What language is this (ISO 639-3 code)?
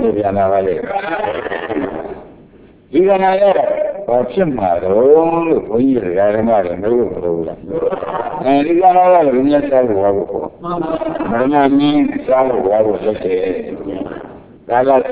mya